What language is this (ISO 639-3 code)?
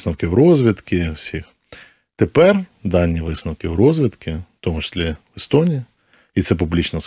ukr